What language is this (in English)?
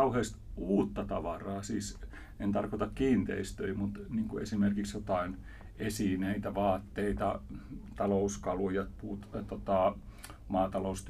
Finnish